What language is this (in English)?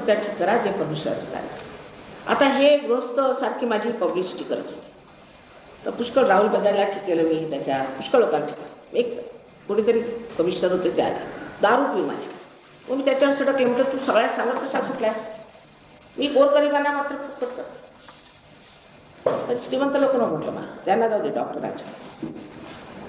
Marathi